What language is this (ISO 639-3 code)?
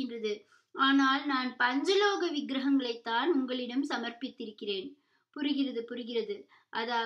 tam